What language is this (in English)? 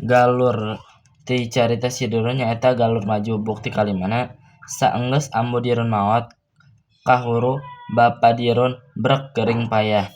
Sundanese